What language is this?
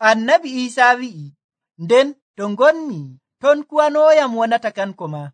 Nigerian Fulfulde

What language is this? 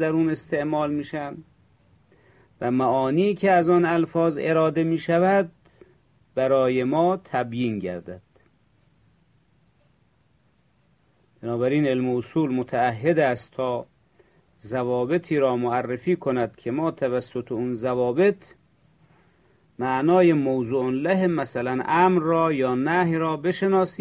Persian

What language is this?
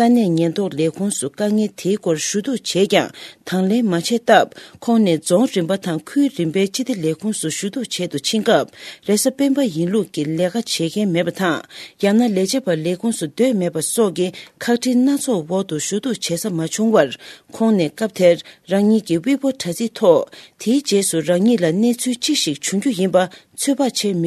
Tibetan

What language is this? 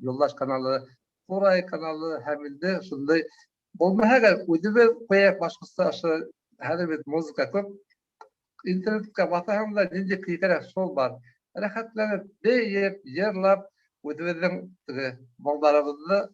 Bashkir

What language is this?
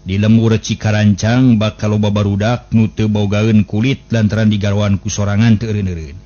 Sundanese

